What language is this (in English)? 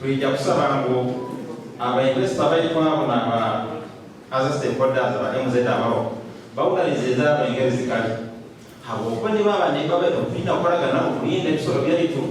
Nyankole